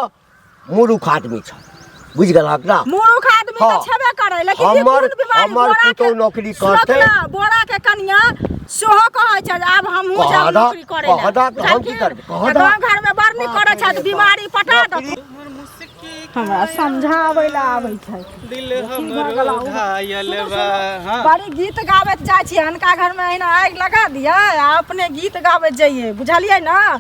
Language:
Maithili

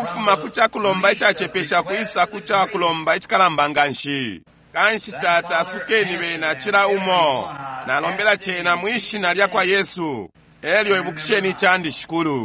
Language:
Bemba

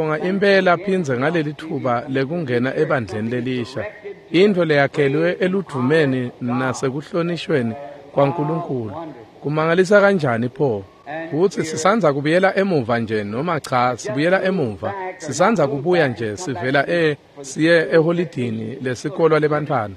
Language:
Swati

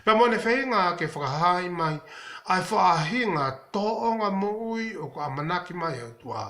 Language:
Tongan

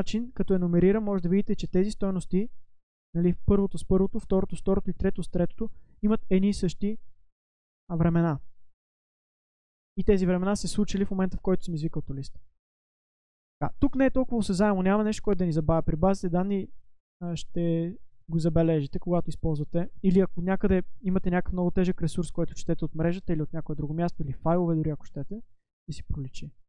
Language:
Bulgarian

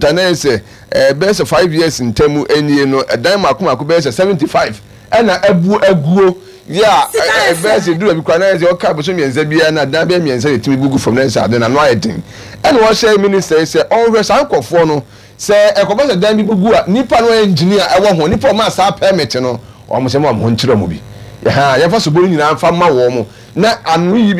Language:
Akan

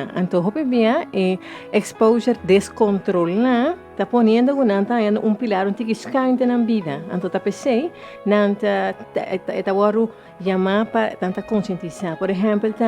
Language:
Papiamento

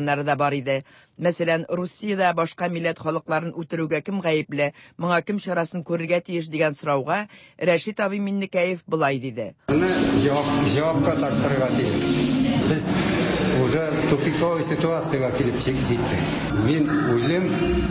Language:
Tatar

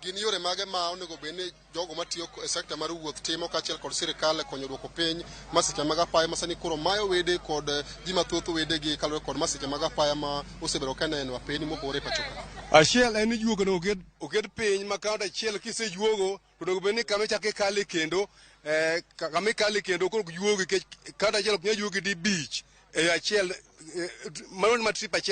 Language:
Luo (Kenya and Tanzania)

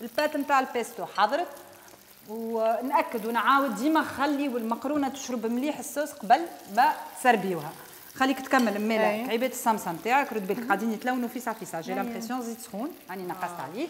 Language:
Tunisian Arabic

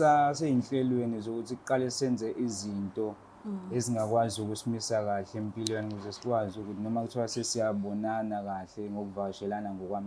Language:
Zulu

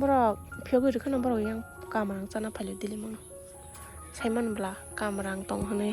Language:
Kok Borok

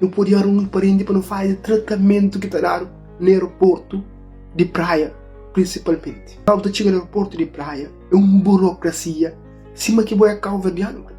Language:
Kabuverdianu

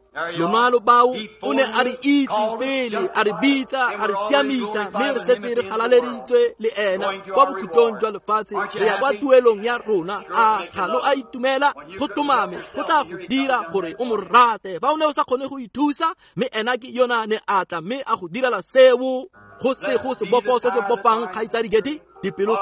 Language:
Tswana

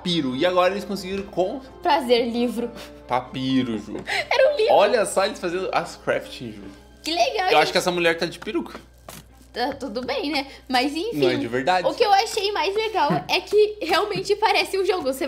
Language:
Portuguese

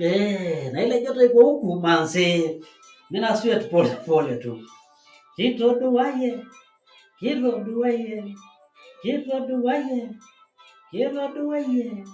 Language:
Masai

